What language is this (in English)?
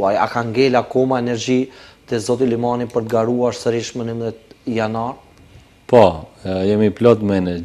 Albanian